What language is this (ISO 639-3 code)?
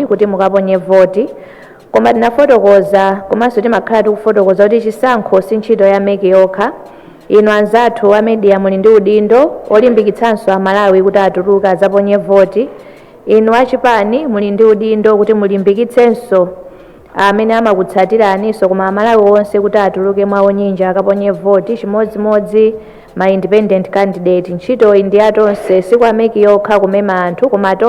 nya